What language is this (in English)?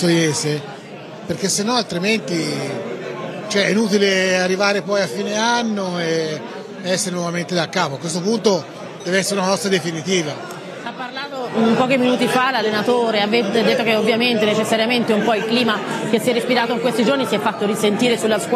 Italian